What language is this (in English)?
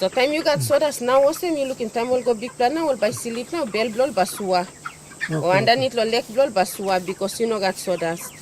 Tok Pisin